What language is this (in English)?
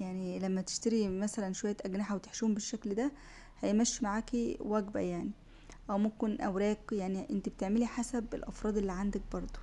Egyptian Arabic